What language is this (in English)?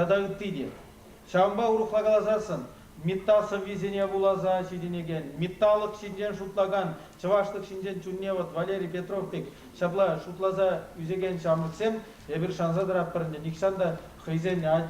Chuvash